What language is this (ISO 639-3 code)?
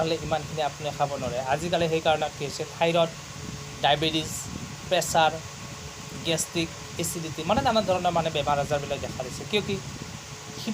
asm